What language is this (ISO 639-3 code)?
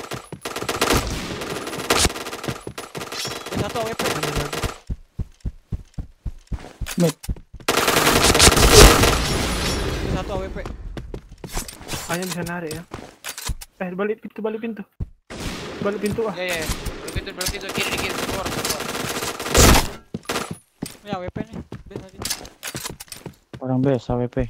ind